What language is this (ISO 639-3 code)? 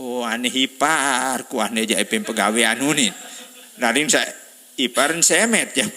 sas